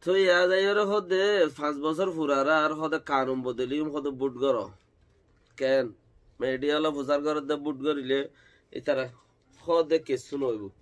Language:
Rohingya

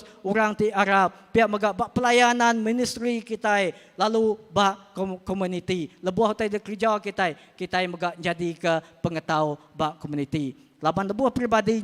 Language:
Iban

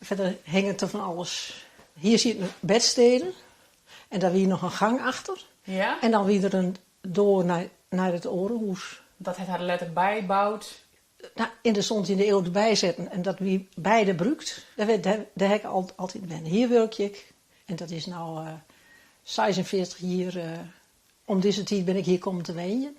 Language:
Western Frisian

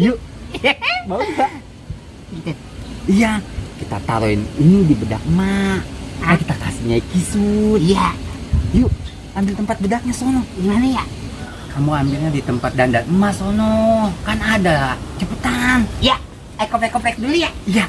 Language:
Betawi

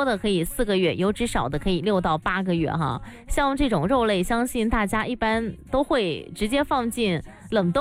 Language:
Chinese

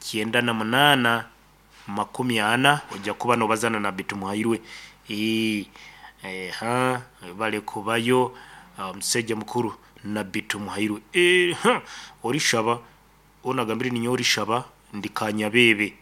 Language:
Nyankole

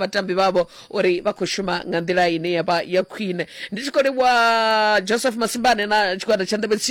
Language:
Venda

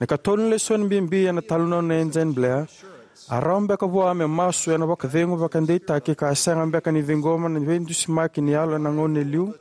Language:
Fijian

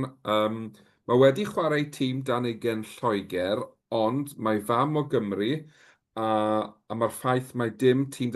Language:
Welsh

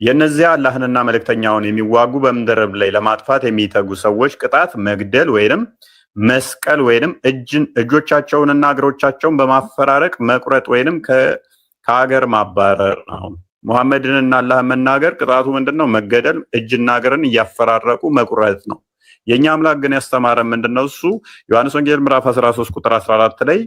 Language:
Amharic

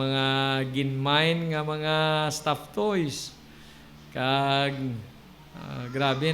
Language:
Hiligaynon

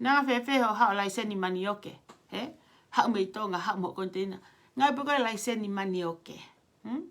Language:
Tongan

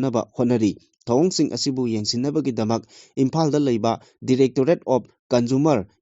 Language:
Manipuri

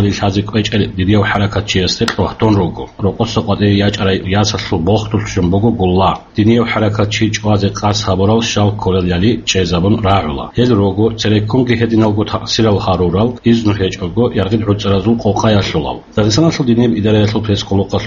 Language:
Avaric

